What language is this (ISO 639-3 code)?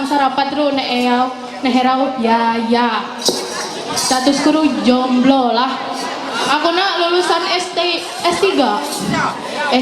mhy